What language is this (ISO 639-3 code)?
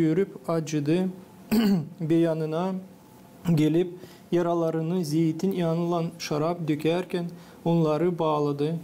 gag